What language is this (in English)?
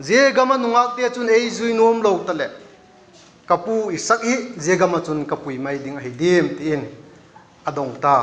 Vaiphei